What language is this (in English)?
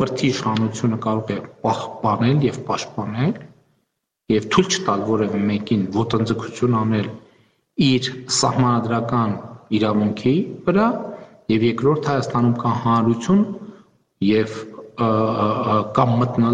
Armenian